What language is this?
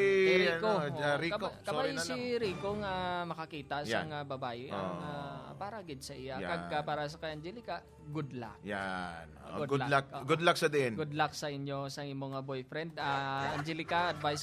Hiligaynon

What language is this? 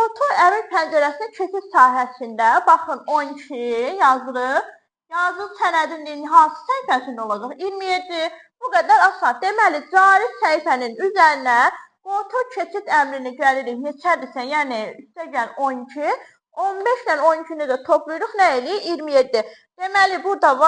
Azerbaijani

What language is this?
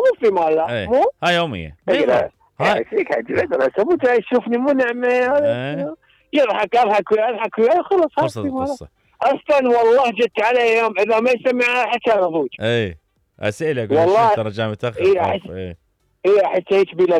Mesopotamian Arabic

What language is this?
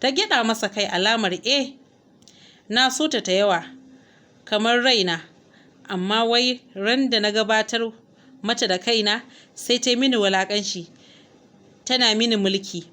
Hausa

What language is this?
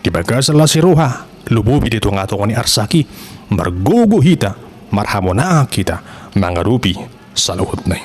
Batak Toba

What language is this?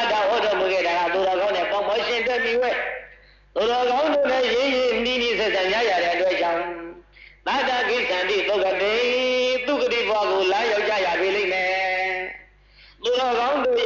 Burmese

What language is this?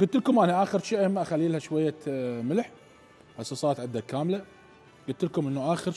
Mesopotamian Arabic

